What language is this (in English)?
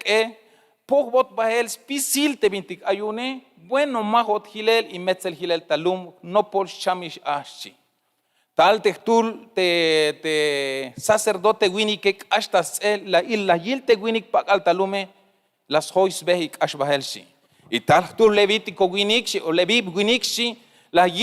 Tzeltal